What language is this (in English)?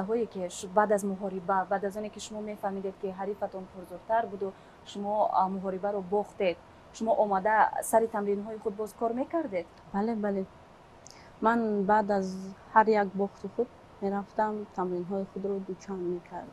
Tajik